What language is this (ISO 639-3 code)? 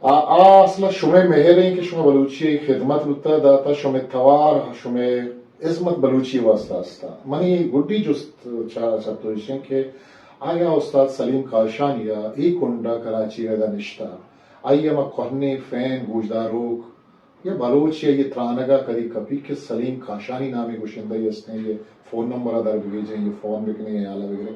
bgp